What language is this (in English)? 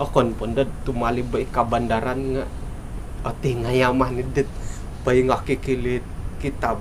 Central Dusun